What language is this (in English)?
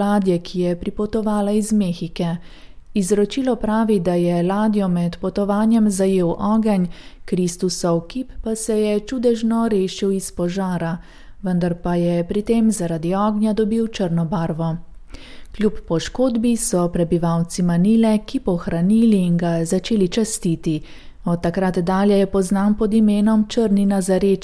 Slovenian